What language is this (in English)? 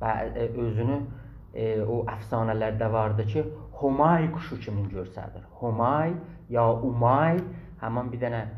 South Azerbaijani